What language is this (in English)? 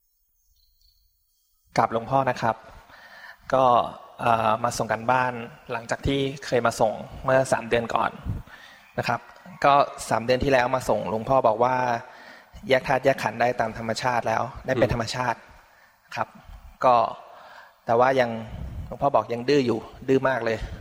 Thai